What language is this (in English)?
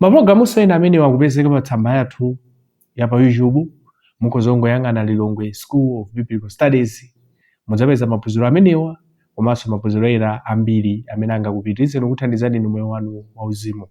Nyanja